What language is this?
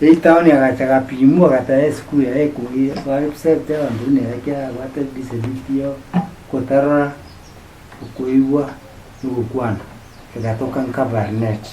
Gusii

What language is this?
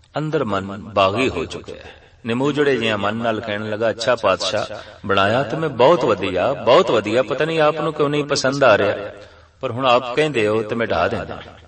Punjabi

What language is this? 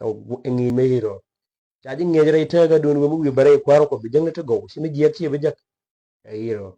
Nuer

